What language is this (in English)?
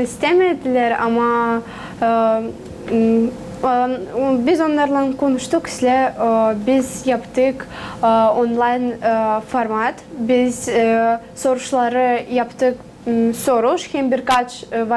Gagauz